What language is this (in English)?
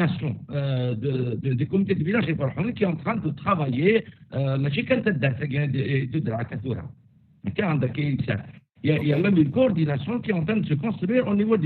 Kabyle